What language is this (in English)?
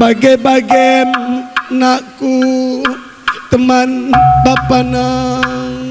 Batak Karo